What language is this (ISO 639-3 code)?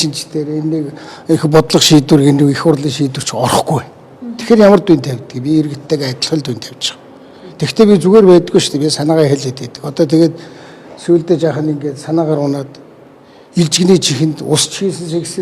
mon